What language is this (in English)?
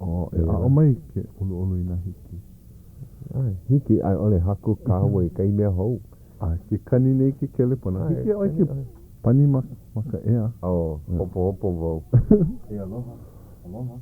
Hawaiian